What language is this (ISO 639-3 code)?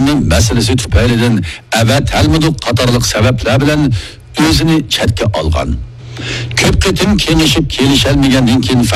uig